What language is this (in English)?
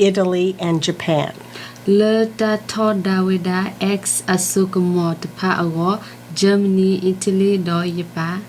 S'gaw Karen